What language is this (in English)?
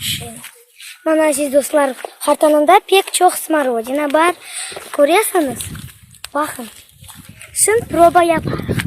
Crimean Tatar